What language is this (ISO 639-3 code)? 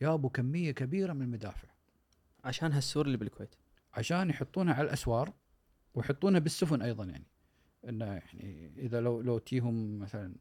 afb